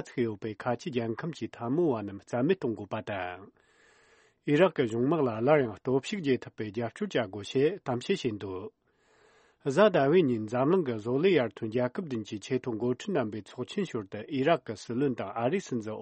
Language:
Tibetan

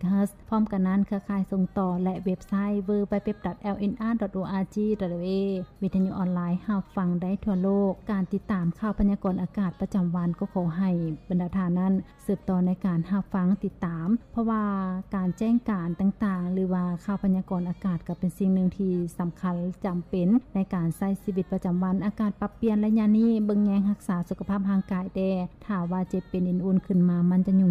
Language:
Lao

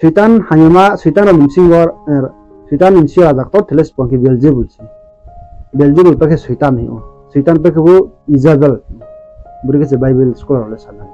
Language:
Riang (India)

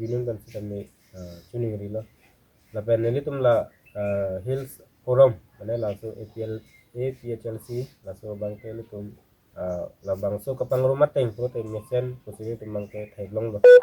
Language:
Karbi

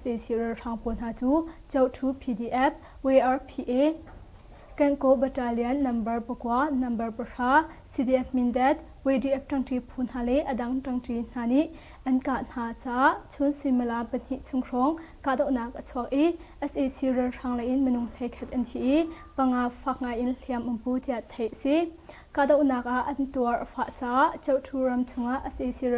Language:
Hakha Chin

